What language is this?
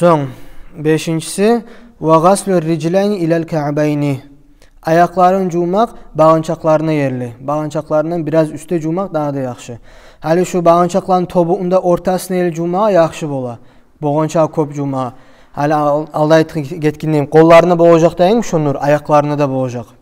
Kumyk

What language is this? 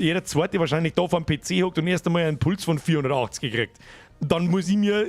Bavarian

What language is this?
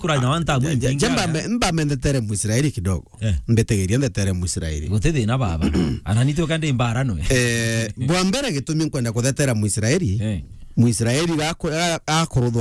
Meru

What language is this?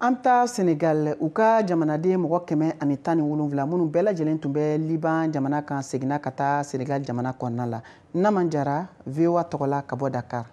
Bambara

